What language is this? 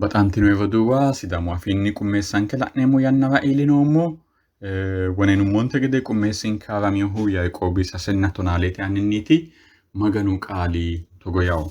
Sidamo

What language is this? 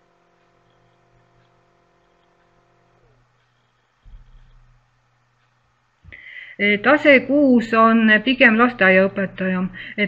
Estonian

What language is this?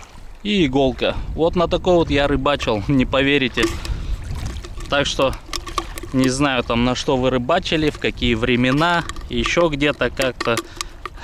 Russian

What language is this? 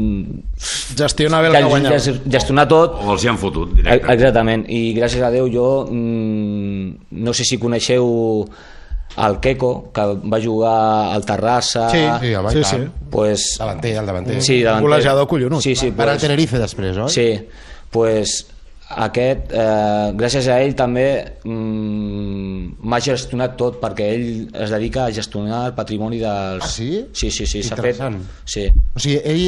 Catalan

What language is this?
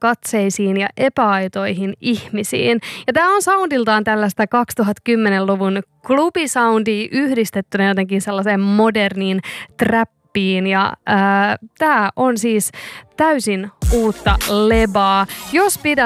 Finnish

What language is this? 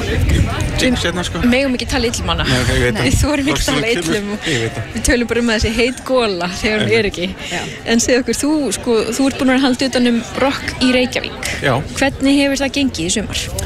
Icelandic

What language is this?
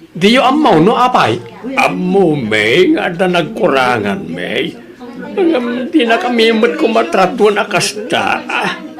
Iloko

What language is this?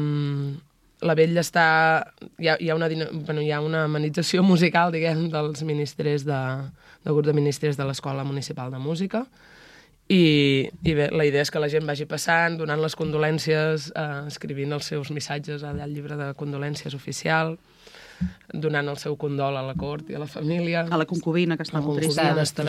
Catalan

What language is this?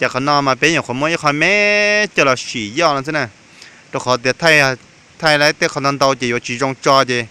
Hmong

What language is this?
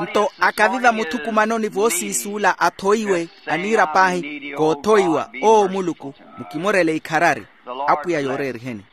Makhuwa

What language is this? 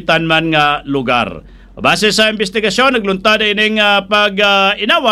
Hiligaynon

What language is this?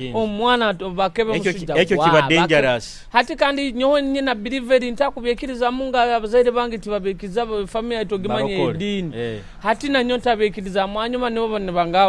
Nyoro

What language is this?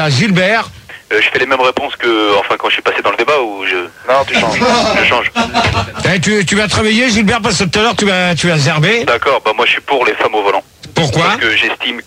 French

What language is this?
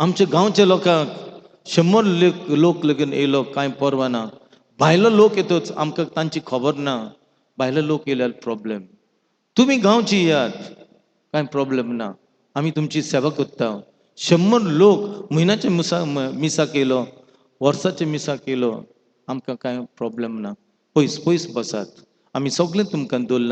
Konkani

